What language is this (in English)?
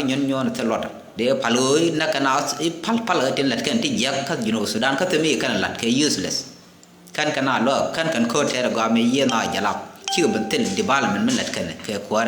Nuer